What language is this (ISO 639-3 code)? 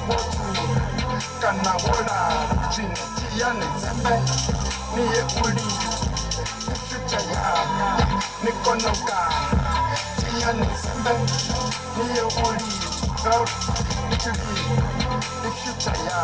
ven